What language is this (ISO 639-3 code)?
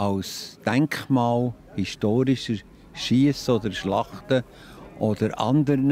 gsw